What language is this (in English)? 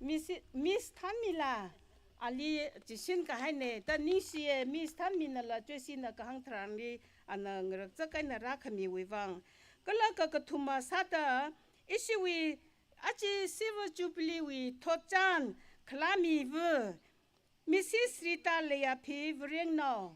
Tangkhul Naga (India)